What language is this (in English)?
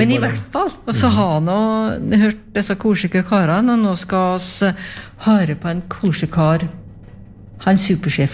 Norwegian